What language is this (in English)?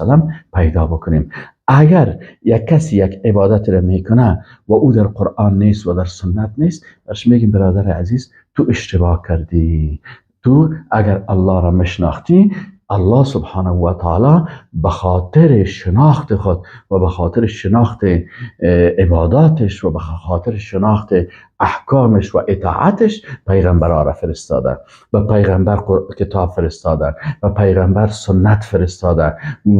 Persian